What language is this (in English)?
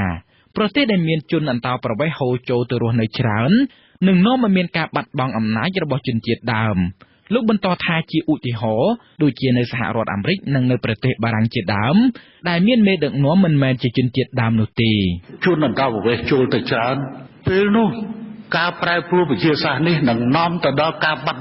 Khmer